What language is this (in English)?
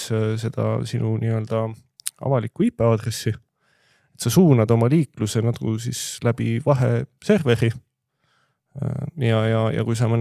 Estonian